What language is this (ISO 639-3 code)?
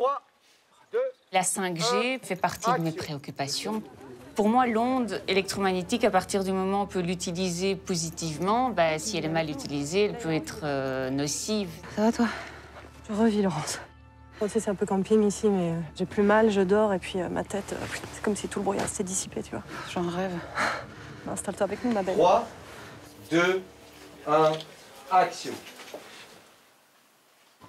fra